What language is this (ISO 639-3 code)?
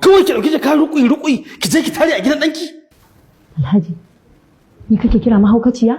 hau